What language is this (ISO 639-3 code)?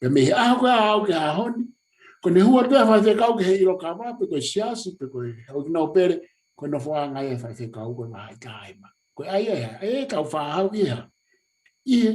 ton